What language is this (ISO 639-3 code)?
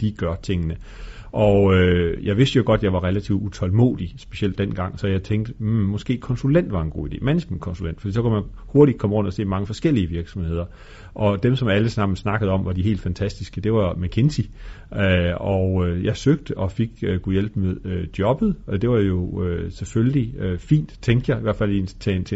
dan